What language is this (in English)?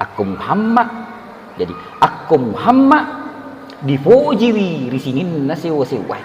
Buginese